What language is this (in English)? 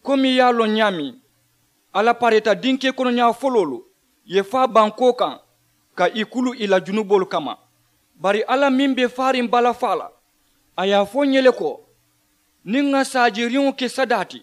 Mandingo